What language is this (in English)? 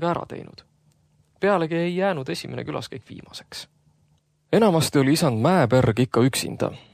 Estonian